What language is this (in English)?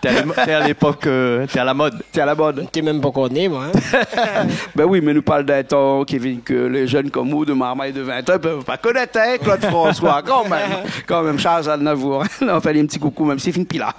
Réunion Creole French